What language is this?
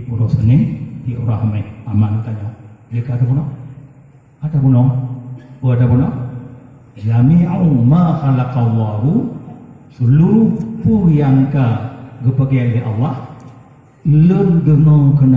Achinese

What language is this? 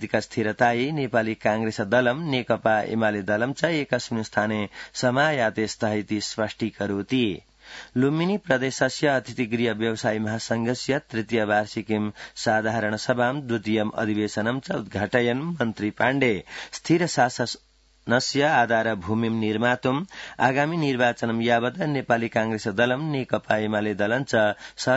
Sanskrit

